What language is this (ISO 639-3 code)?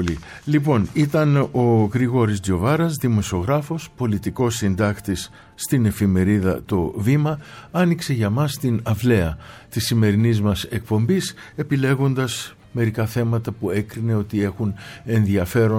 ell